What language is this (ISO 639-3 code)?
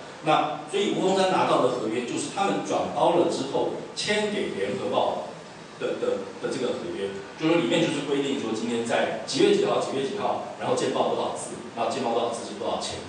zho